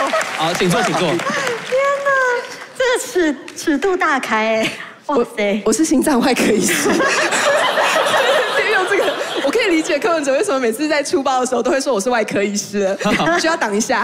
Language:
Chinese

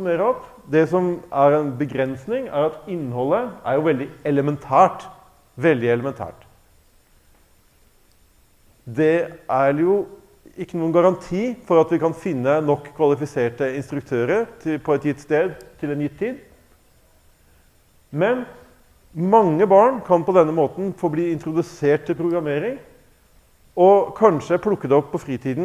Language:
Norwegian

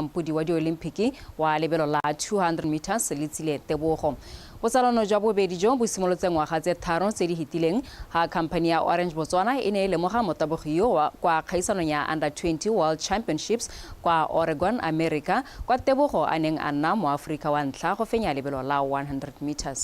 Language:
Tswana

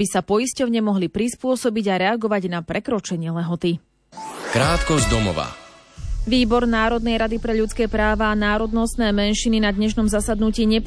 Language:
Slovak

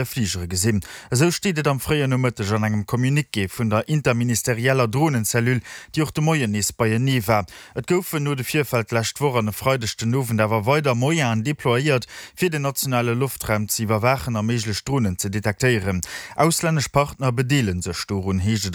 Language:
Luxembourgish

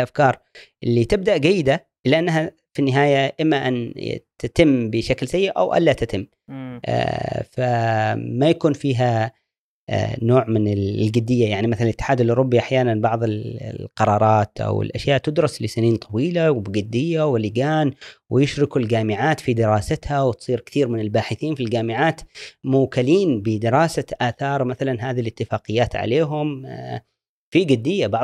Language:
Gulf Arabic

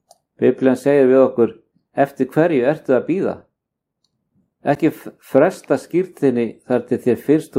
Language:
Icelandic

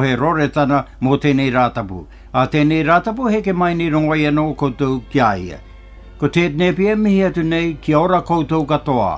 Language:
Māori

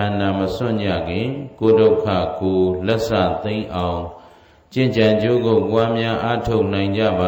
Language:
Burmese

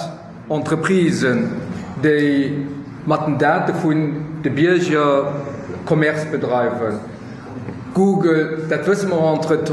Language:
Luxembourgish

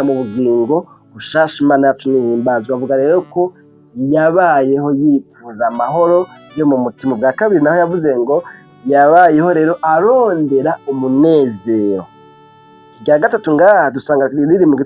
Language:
Rundi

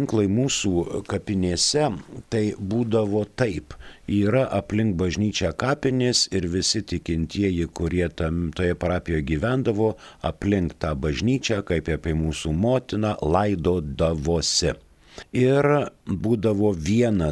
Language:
Lithuanian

